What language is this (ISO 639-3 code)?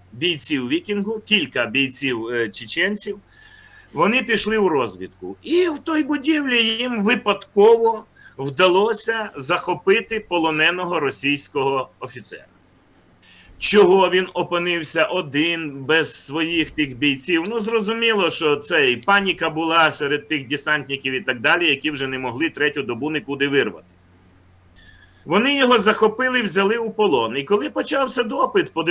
ukr